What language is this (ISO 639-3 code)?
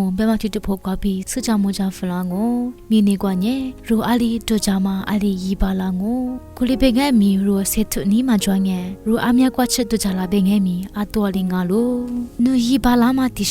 lis